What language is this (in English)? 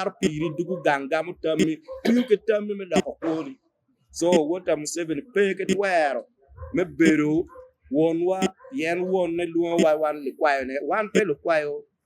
Acoli